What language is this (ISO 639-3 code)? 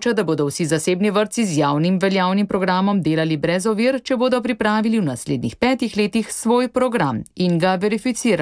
slv